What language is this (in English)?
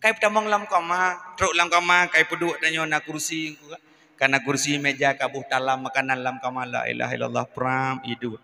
Achinese